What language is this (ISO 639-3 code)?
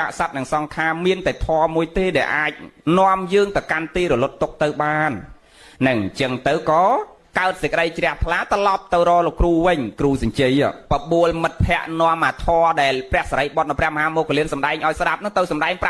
khm